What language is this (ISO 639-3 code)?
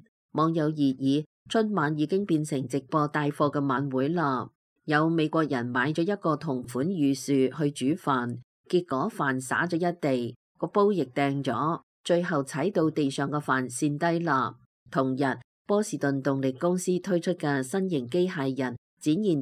yue